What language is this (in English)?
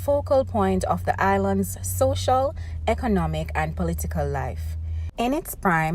Jamaican Creole English